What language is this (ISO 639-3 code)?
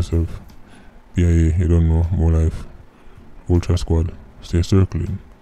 jam